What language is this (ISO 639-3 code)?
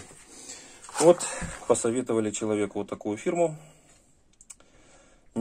rus